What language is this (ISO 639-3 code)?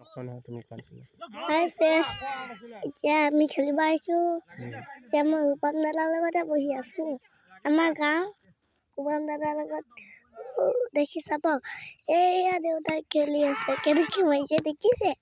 asm